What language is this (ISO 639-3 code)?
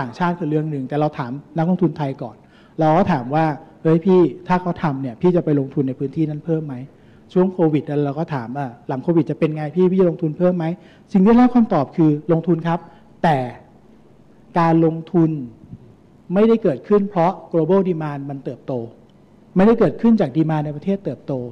tha